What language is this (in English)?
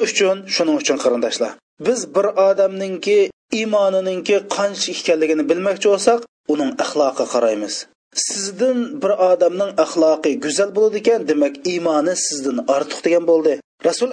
Uyghur